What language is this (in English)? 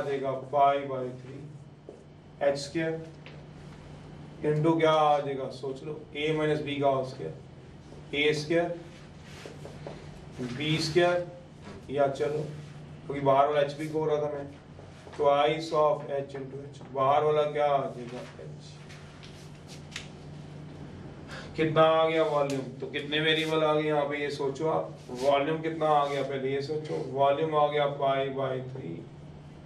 Hindi